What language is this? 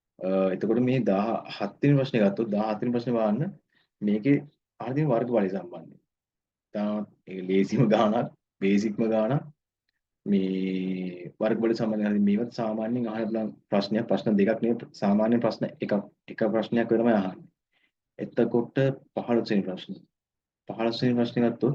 Sinhala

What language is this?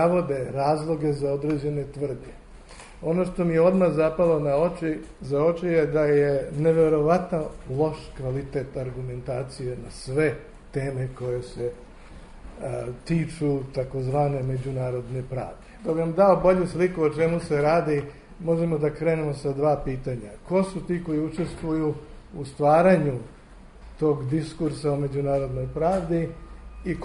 Serbian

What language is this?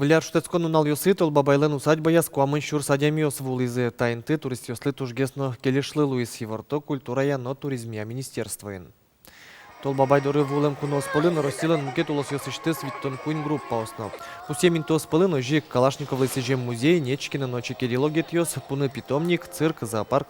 Udmurt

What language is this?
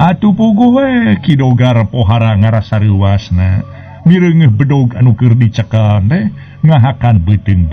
Sundanese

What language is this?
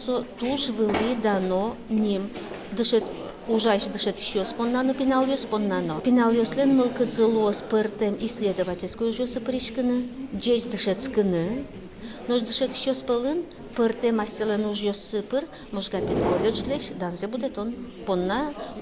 Udmurt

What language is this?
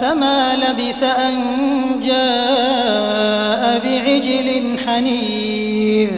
Sindhi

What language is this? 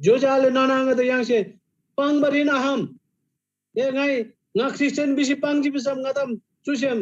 Eastern Tamang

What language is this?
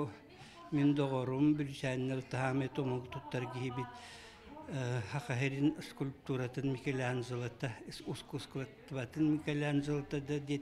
Yakut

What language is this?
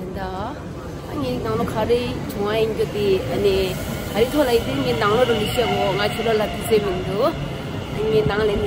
Tibetan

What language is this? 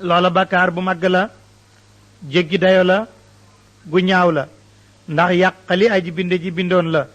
Wolof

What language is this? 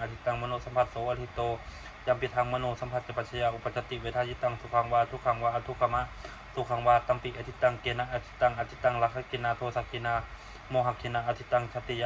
Pali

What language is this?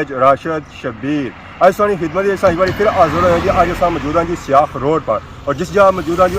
Pahari-Potwari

